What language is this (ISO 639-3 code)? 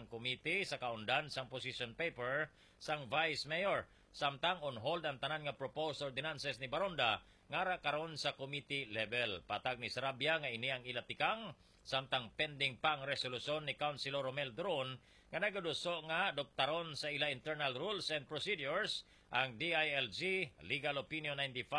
hil